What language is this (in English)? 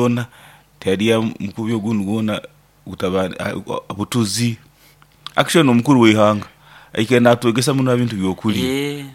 Nyoro